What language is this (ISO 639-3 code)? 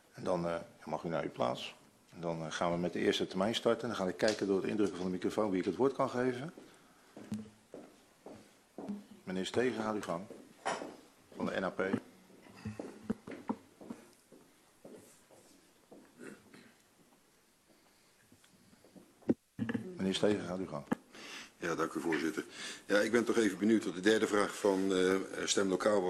nld